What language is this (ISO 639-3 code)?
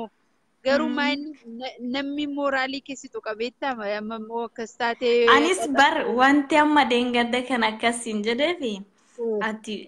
orm